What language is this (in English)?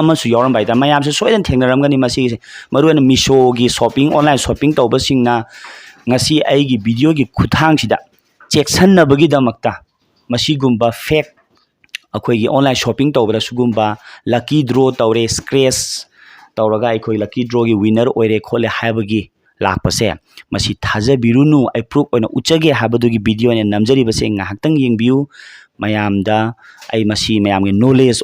Manipuri